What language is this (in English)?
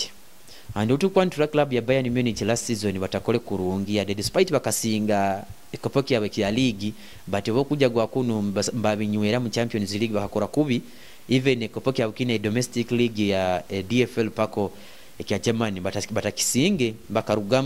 Nyoro